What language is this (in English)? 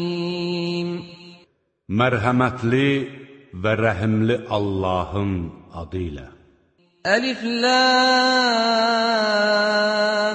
Azerbaijani